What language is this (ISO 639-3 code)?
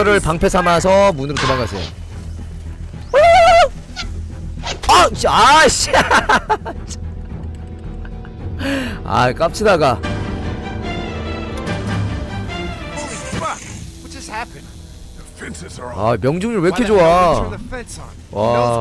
kor